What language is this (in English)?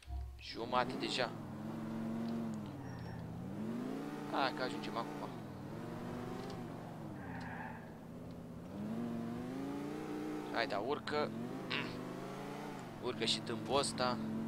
Romanian